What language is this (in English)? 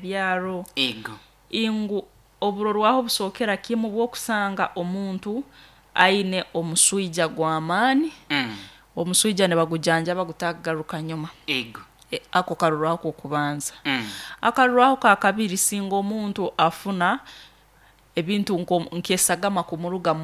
Nyoro